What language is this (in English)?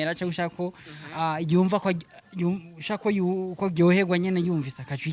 Rundi